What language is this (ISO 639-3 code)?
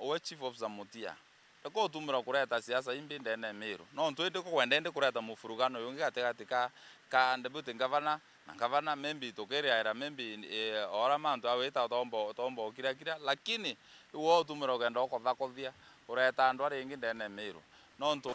mer